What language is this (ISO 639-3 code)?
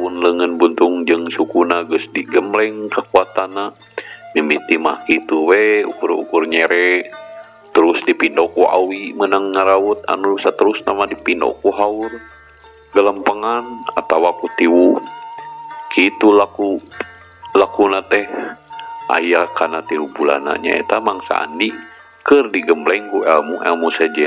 sun